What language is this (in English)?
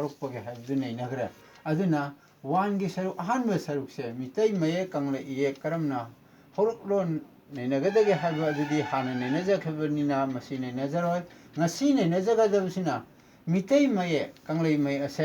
Manipuri